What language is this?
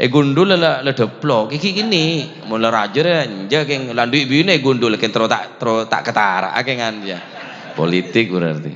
Madurese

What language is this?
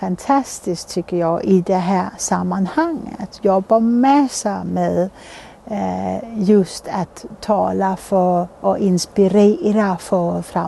Swedish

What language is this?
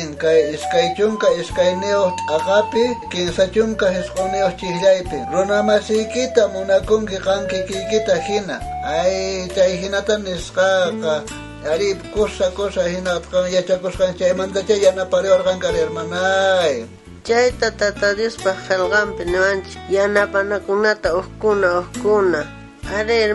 South Bolivian Quechua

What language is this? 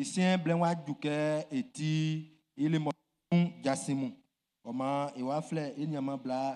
Baoulé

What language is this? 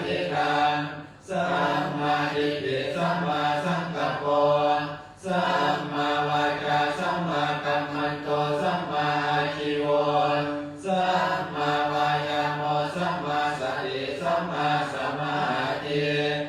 Pali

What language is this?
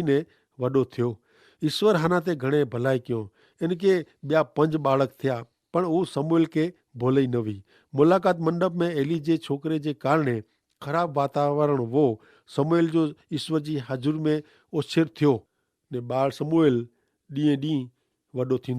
Kachhi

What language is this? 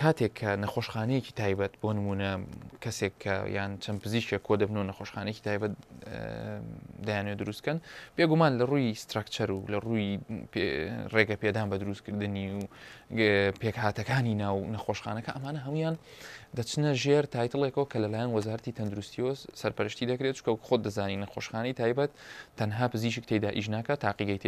Central Kurdish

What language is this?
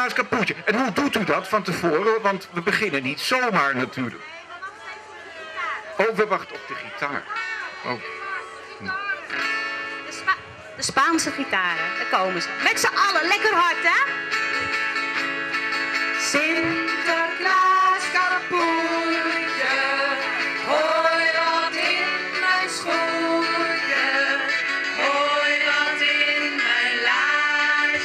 Dutch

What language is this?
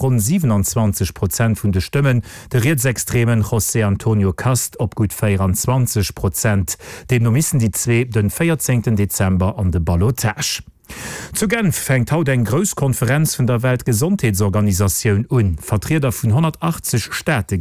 Luxembourgish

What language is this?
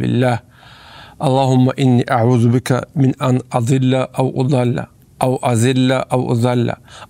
Avaric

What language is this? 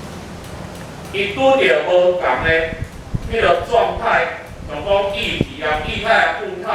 Min Nan Chinese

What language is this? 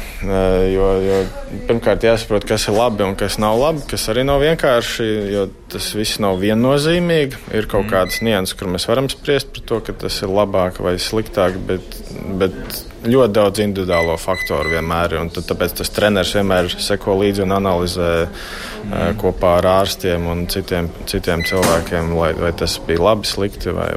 Latvian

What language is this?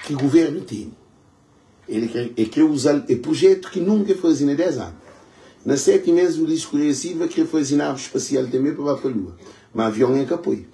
Kabuverdianu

